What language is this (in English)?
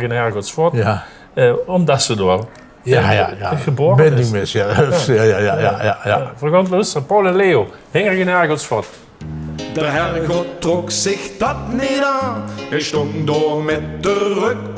Limburgish